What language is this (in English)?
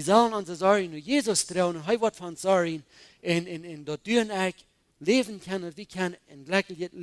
Plautdietsch